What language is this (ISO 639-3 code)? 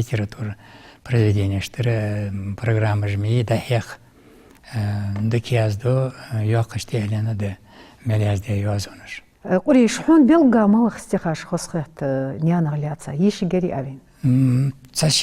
inh